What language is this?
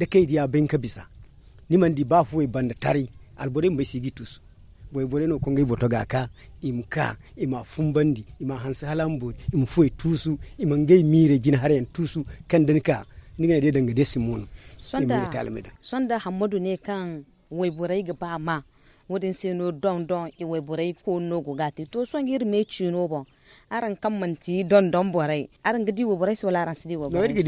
Zarma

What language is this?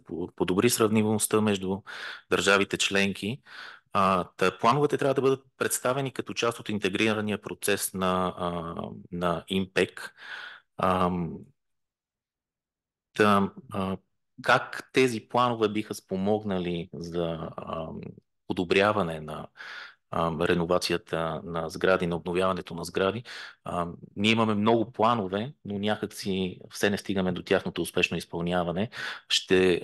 Bulgarian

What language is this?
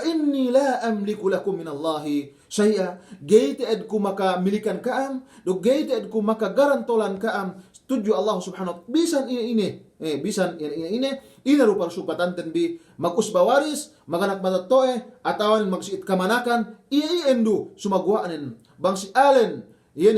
Yakan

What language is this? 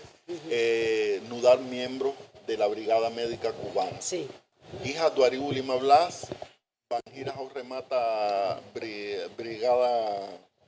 Tetum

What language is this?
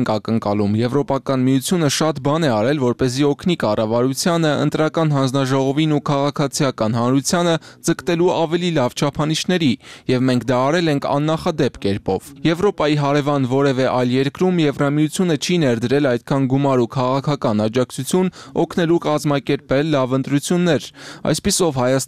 Armenian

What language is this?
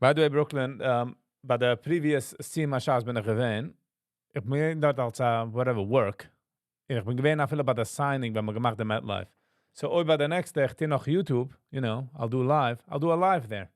Yiddish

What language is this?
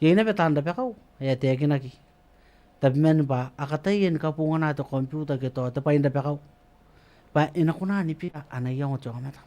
Gilbertese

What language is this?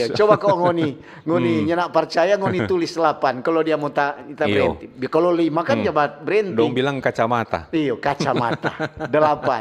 Manado Malay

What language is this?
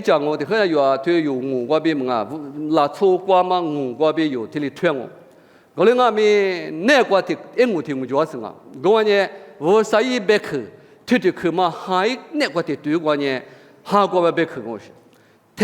Lisu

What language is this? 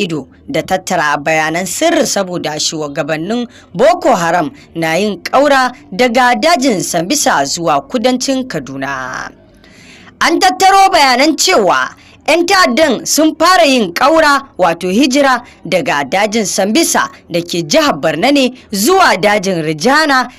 Hausa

